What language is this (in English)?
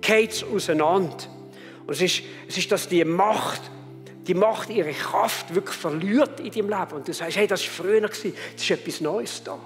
Swiss German